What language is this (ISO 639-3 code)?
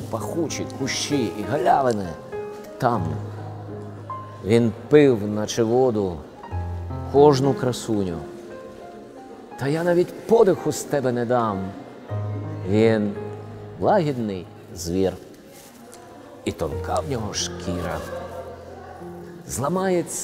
ukr